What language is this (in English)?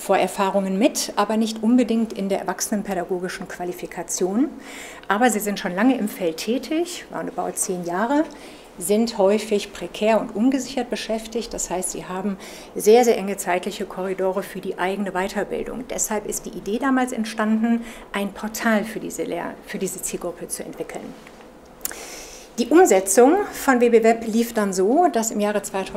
German